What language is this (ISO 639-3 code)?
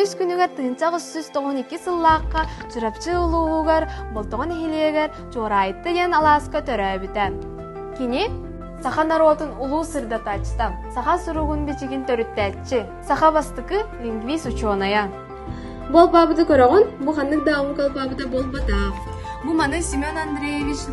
sah